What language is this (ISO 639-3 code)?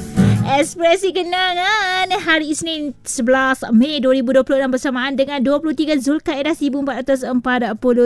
msa